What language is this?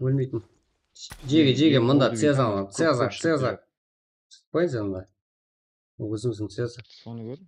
Kara-Kalpak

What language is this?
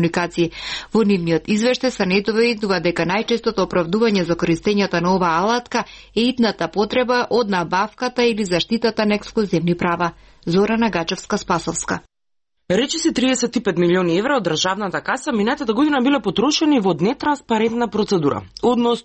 Macedonian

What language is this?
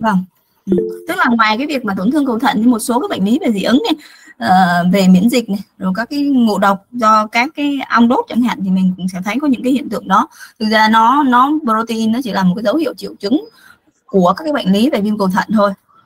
Vietnamese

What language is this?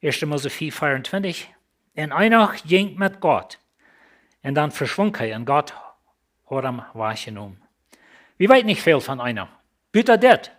Plautdietsch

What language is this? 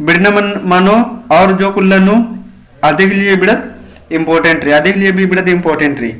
Kurukh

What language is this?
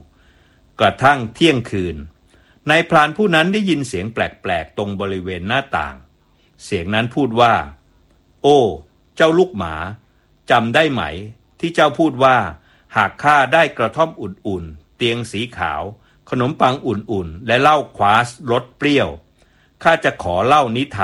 Thai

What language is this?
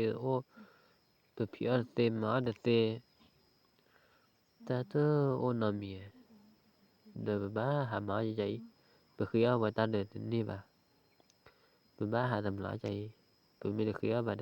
S'gaw Karen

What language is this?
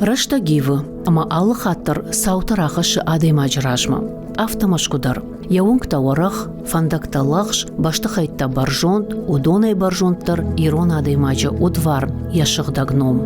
Ossetic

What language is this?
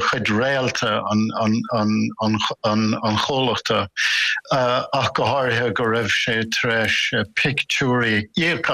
Irish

